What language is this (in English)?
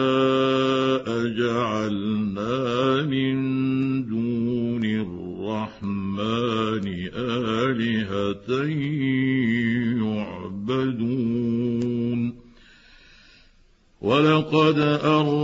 Arabic